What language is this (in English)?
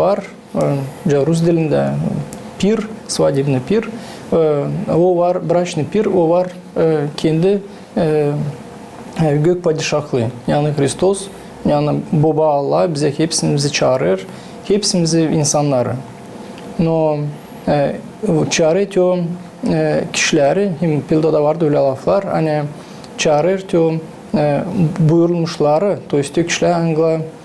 Gagauz